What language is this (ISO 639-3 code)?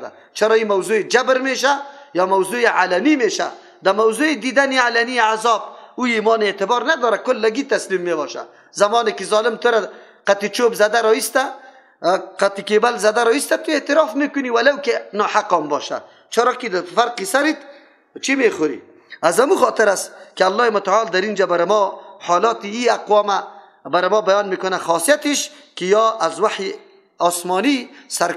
fas